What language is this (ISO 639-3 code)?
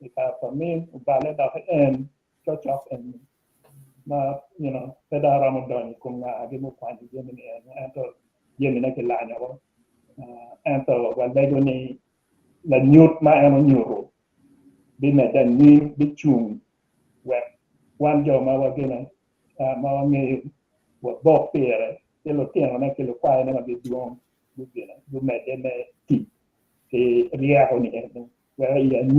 ach